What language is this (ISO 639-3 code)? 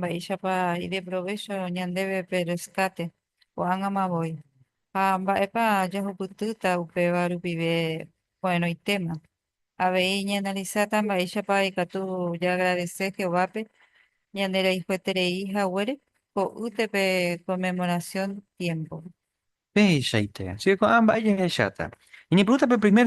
grn